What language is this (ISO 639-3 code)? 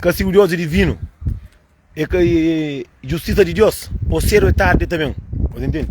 kea